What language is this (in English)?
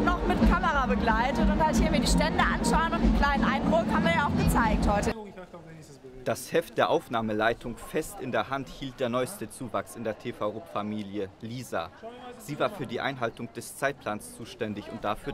German